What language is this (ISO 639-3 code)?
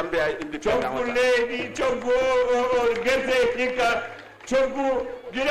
ful